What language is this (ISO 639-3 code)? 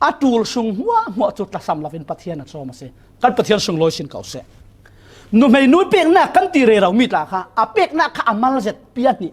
cfm